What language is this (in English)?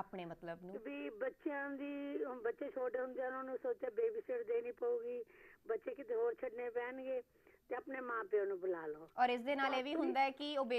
Punjabi